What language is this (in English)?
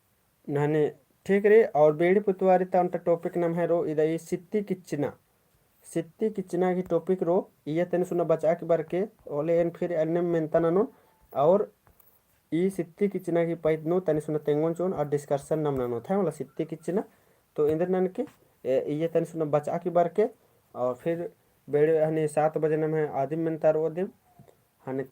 Kurukh